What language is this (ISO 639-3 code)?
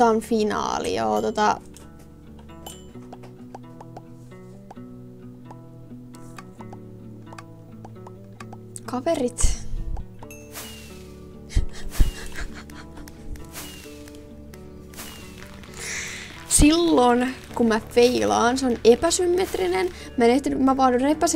fin